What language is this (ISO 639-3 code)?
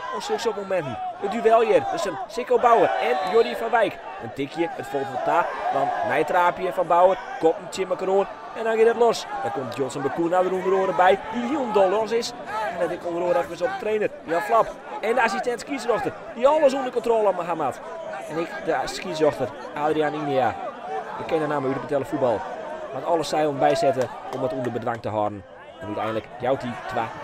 fry